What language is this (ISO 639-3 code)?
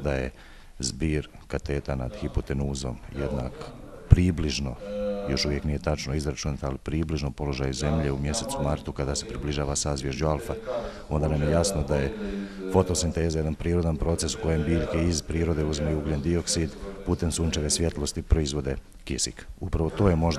bos